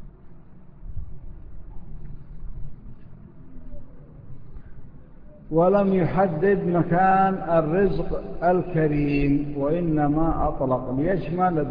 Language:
Arabic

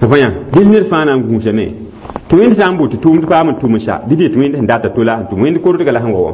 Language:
Mossi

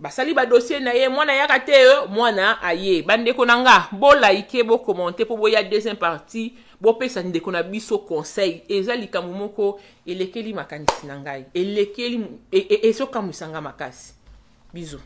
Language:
Lingala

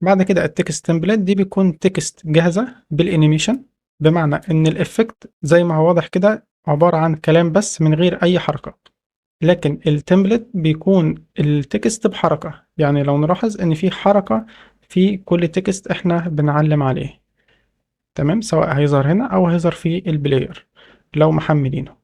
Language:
Egyptian Arabic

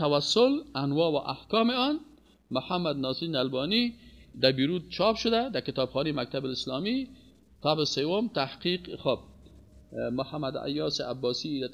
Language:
Persian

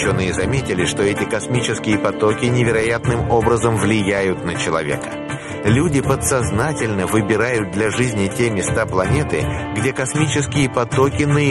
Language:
Russian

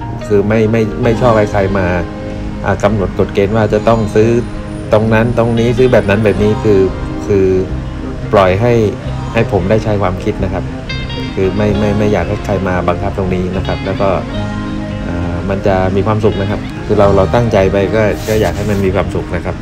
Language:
Thai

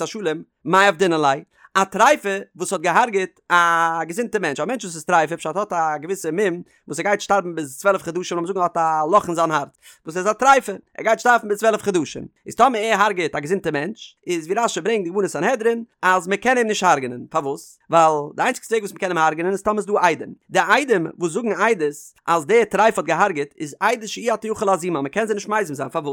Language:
Yiddish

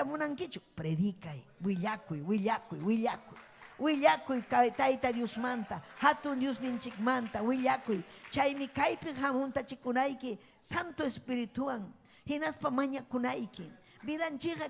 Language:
Ayacucho Quechua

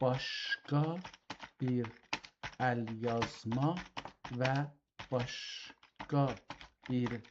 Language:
South Azerbaijani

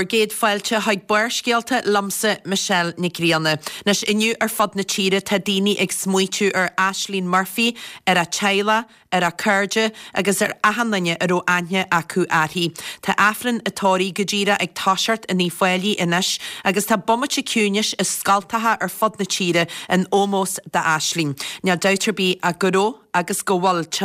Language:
Irish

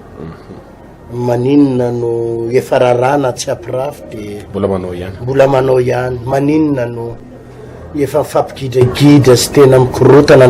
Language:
Malagasy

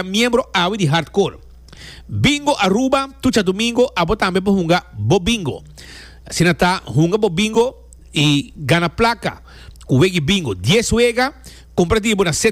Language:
Papiamento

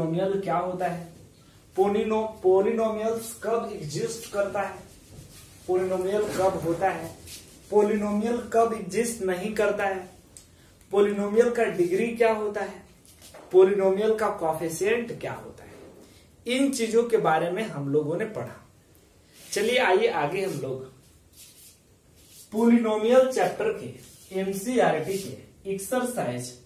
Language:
Hindi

